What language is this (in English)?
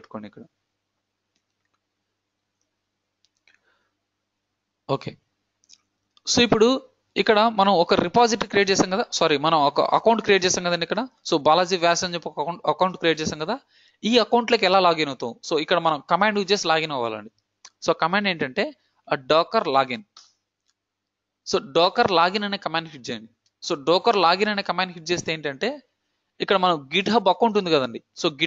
Telugu